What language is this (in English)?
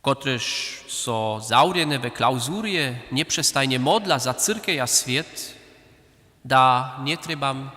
Upper Sorbian